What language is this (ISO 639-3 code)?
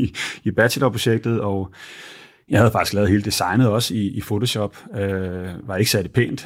dan